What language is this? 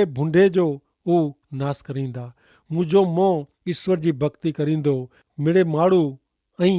Kachhi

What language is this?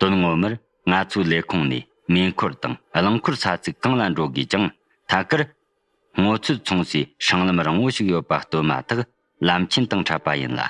Tibetan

